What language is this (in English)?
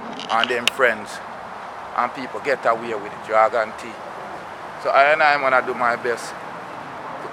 Jamaican Creole English